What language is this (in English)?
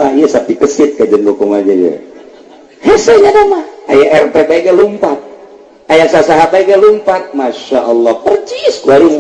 Sundanese